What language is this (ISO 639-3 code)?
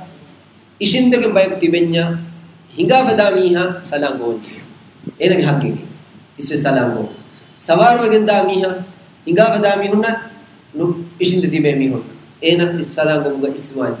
div